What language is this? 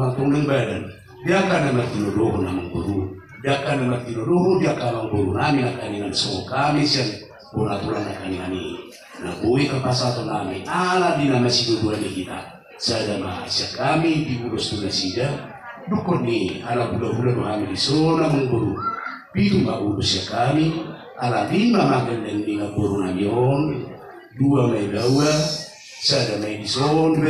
Batak Toba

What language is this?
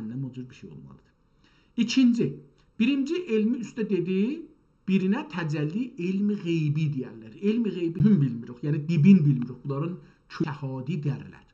South Azerbaijani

